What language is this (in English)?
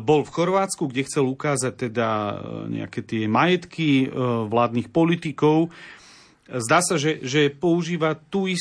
Slovak